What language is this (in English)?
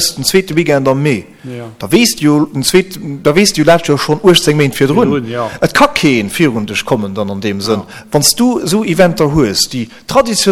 Luxembourgish